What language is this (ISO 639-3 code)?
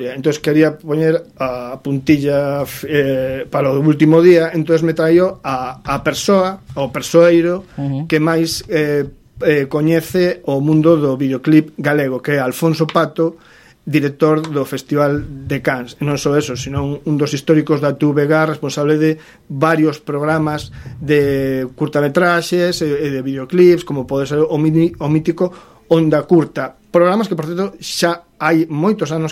glg